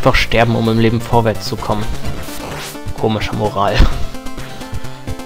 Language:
German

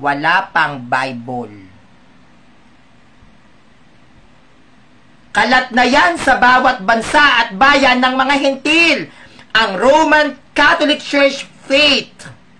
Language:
Filipino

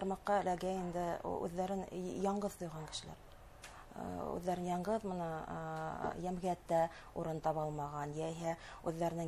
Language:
Bashkir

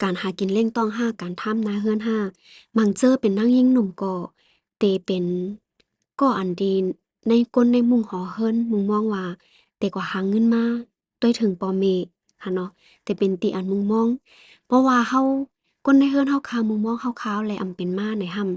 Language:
Shan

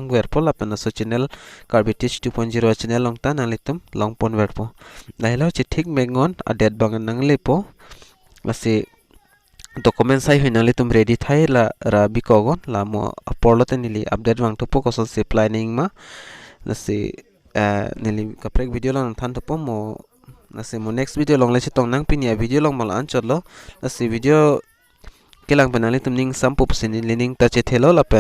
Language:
Karbi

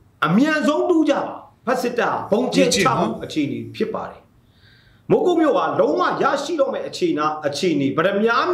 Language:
Burmese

